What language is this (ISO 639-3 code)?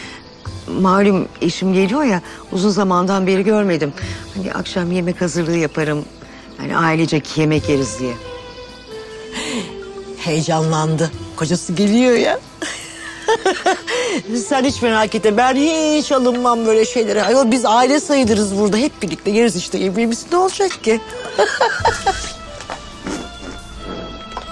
tur